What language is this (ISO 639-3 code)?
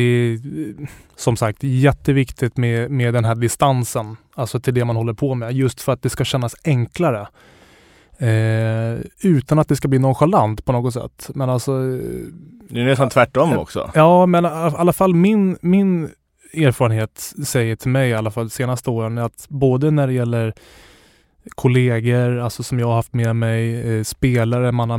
swe